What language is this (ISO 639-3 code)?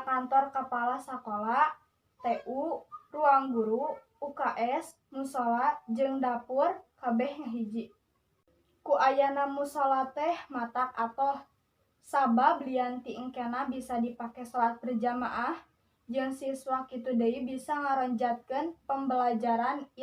sun